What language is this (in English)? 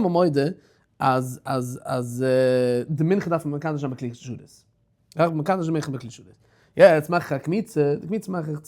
Yiddish